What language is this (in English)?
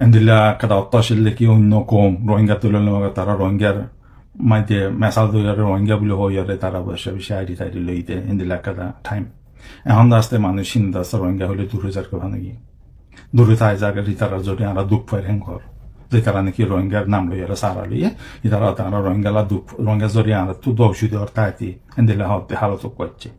Rohingya